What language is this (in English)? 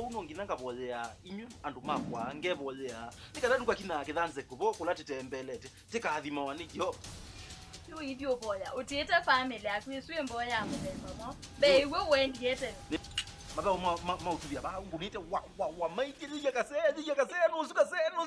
Kamba